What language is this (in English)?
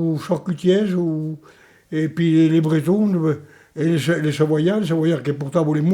Occitan